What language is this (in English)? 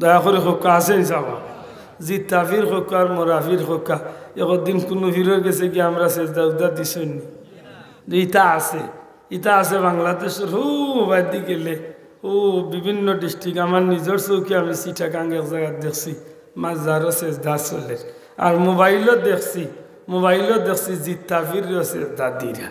Sylheti